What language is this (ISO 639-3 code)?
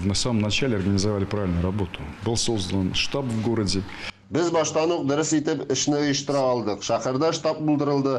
tat